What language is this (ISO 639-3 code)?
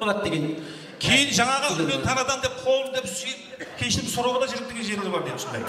kaa